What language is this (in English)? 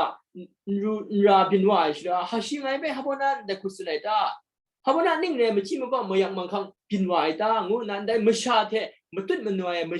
Kachin